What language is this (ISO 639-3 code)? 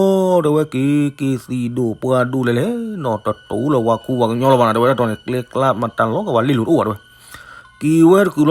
ksw